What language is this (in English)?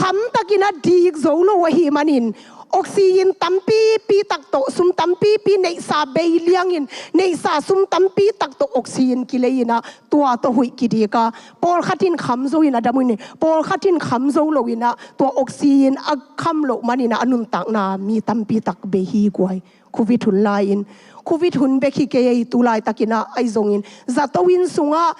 Tedim Chin